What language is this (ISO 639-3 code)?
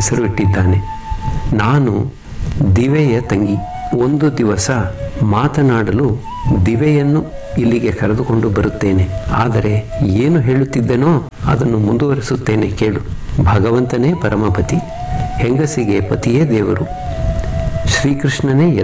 kan